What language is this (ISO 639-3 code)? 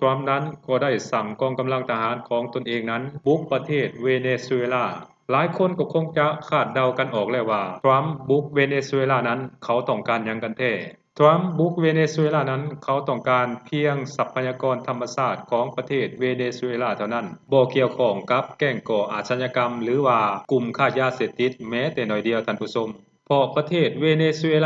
lao